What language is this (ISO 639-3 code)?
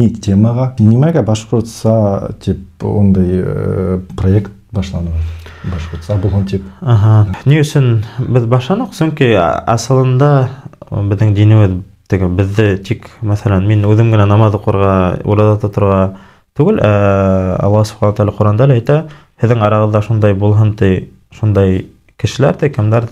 bak